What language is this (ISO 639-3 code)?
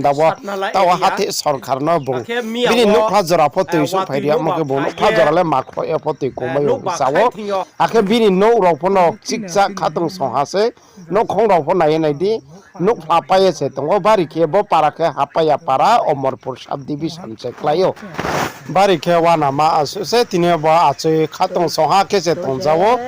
ria